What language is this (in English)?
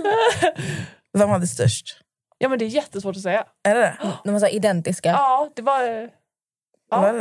Swedish